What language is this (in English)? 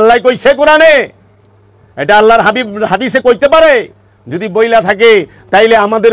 Bangla